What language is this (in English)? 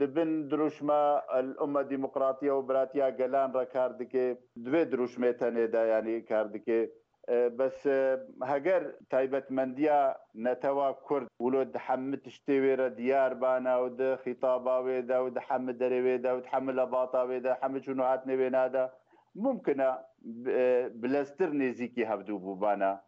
Kurdish